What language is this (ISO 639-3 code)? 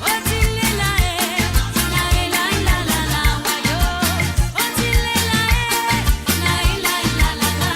mfe